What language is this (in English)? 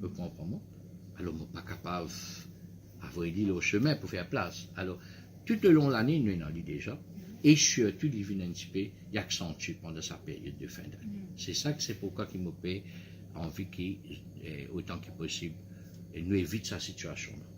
Morisyen